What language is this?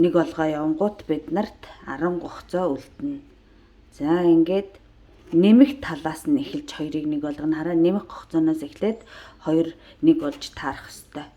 Mongolian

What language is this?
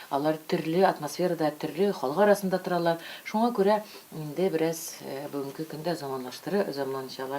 Tatar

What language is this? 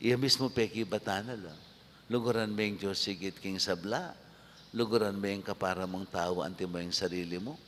Pampanga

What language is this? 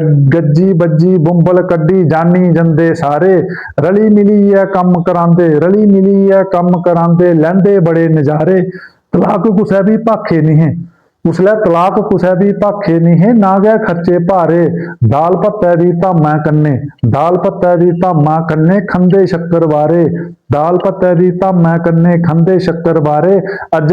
Dogri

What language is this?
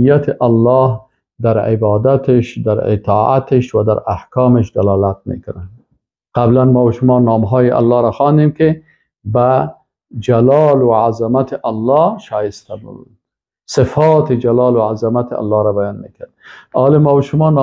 Persian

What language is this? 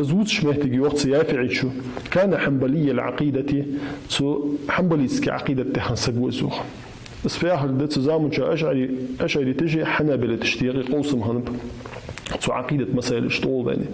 Ingush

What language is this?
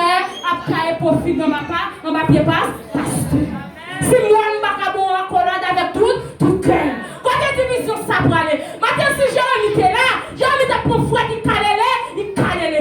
Haitian Creole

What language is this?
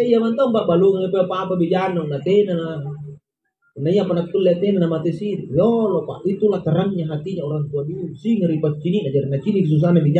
Makasar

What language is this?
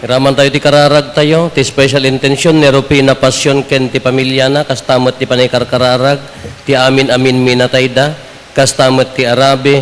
Iloko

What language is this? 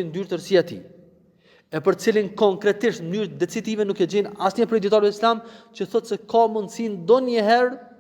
Albanian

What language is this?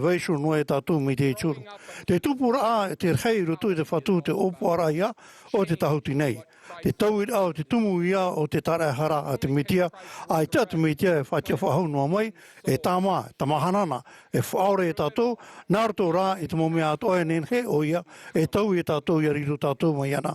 Tahitian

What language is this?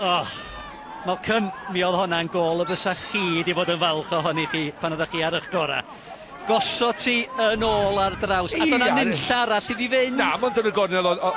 Welsh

